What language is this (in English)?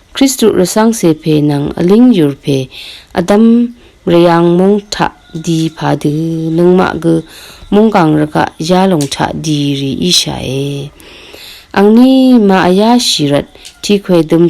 Rawang